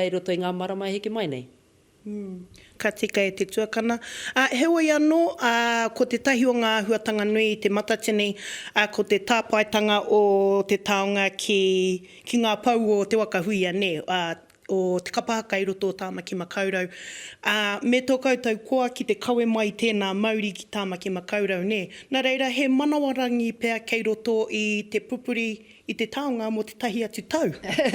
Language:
Māori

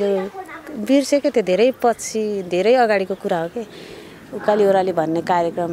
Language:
Nepali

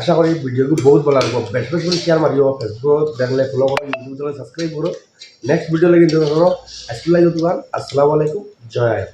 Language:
Sylheti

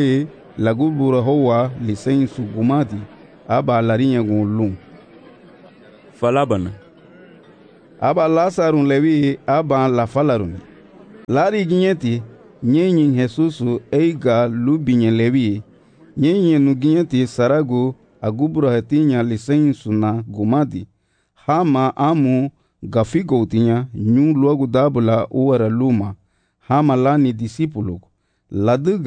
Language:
Garifuna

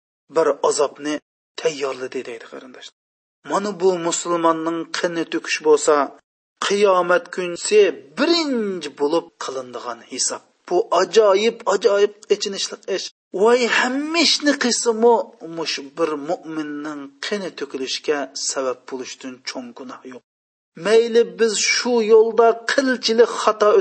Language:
Uyghur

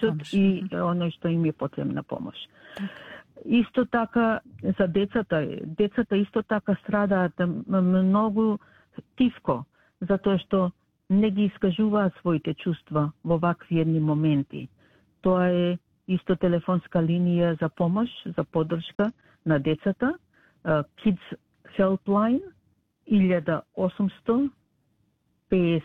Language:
Macedonian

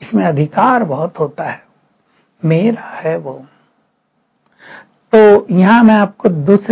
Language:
Hindi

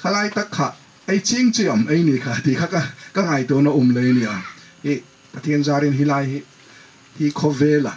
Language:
Hmar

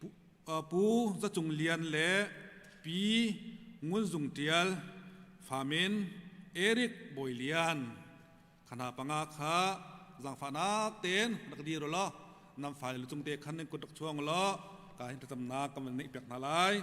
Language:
Hakha Chin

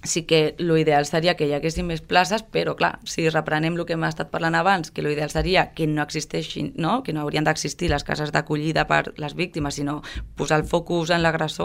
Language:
Catalan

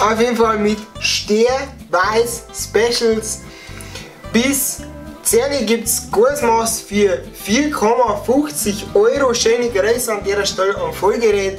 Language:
Bavarian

